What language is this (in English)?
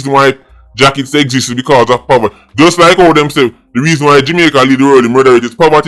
Jamaican Creole English